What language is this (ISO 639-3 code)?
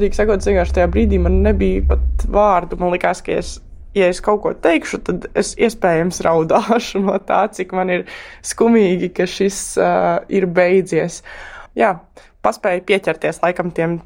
lav